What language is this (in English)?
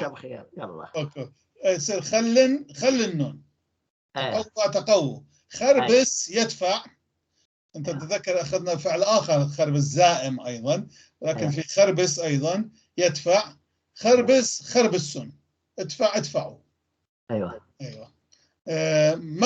North Levantine Arabic